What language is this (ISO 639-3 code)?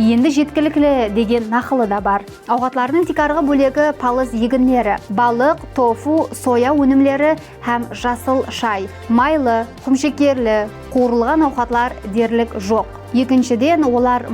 kaa